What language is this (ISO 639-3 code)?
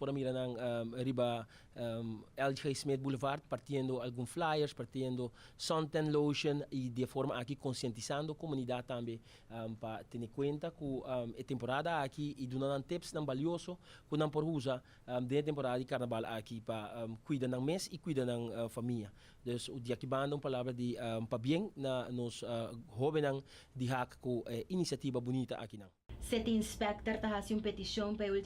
pap